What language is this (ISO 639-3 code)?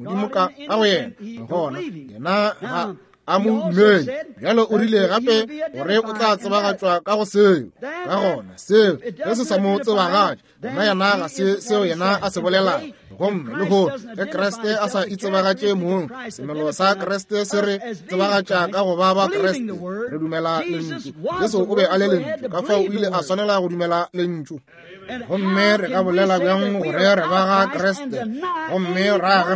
nso